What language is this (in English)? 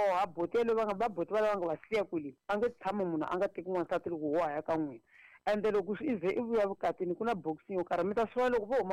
Tsonga